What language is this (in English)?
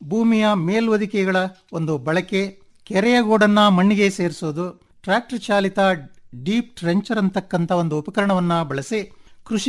Kannada